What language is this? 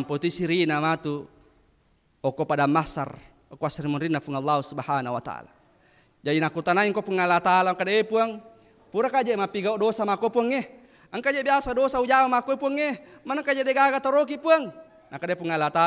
Buginese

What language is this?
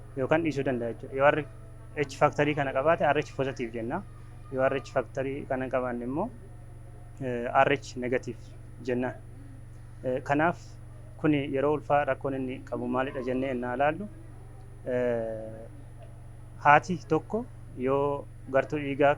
Oromo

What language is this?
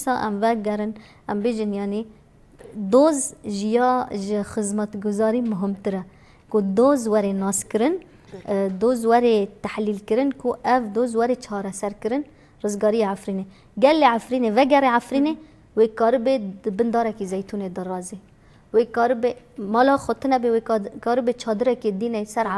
Kurdish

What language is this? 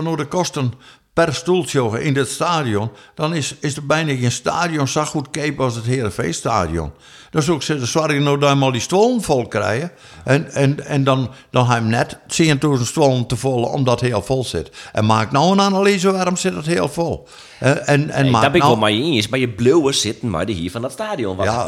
Western Frisian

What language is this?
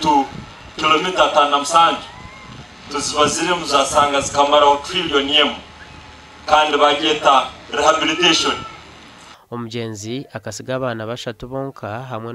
Nyankole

